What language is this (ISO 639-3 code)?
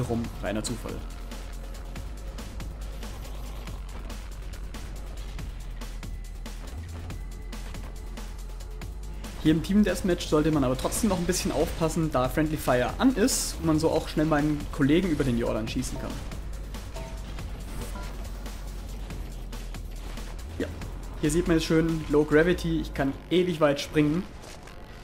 deu